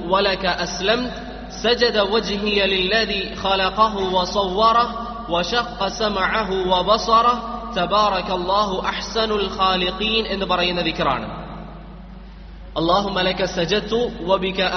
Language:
Malayalam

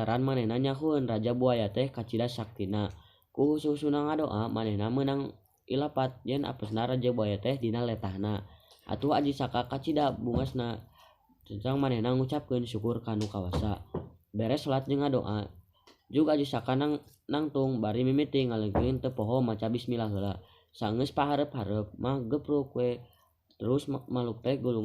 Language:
Sundanese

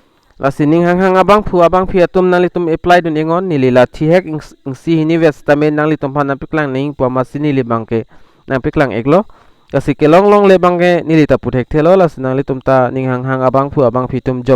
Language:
Karbi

